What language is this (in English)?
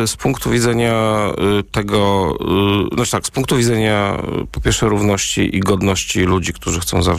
Polish